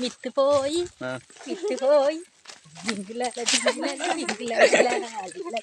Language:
Tulu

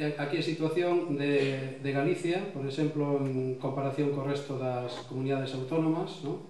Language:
Galician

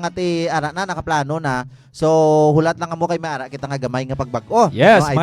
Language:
Hiligaynon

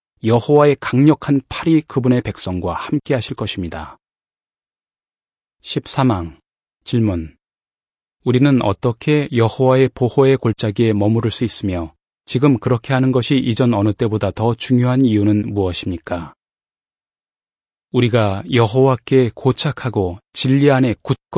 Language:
Korean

